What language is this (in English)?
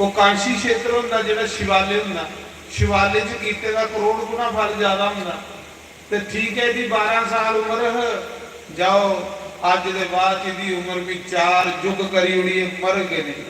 Dogri